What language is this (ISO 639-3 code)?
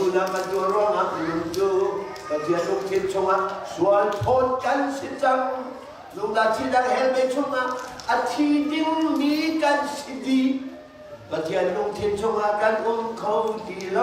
cnh